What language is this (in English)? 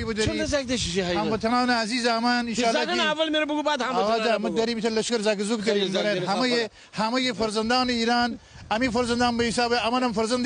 Gilaki